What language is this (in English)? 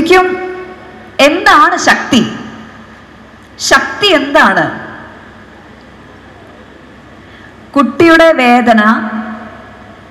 Malayalam